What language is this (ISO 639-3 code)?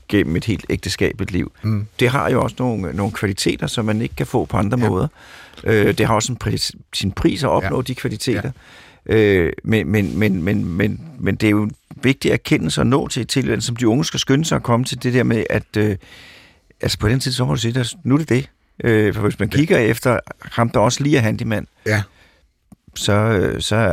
dan